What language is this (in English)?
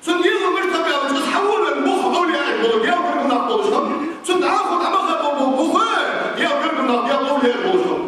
Ingush